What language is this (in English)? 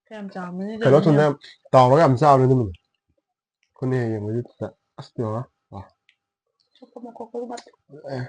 Manipuri